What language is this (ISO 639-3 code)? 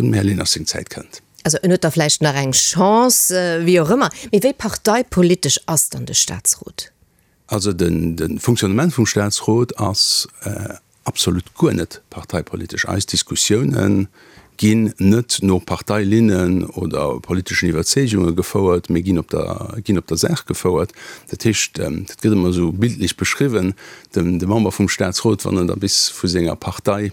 ltz